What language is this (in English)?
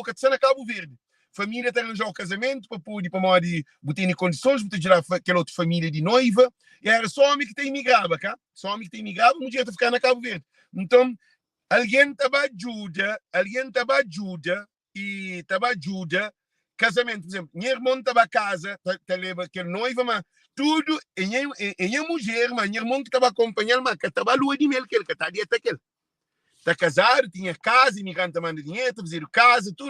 Kabuverdianu